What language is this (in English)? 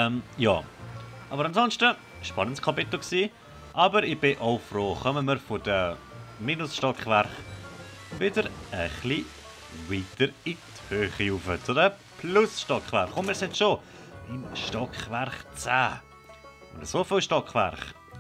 Swiss German